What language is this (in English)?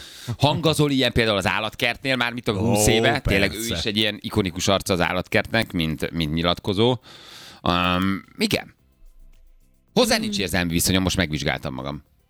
Hungarian